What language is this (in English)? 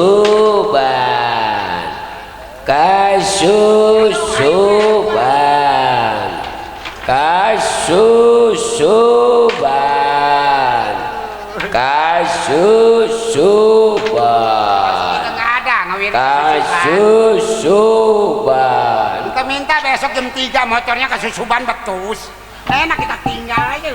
Betawi